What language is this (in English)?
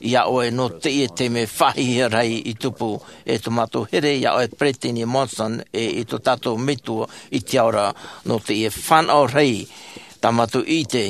Tahitian